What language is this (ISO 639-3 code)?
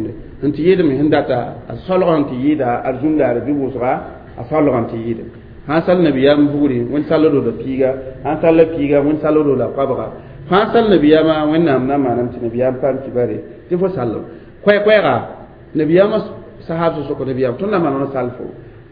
mos